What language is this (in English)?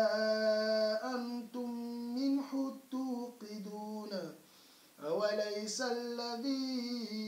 Arabic